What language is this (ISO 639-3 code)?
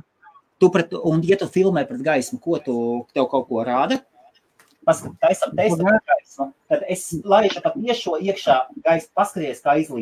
lav